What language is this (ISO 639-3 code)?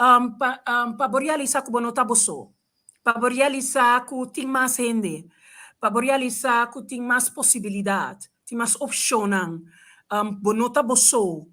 pap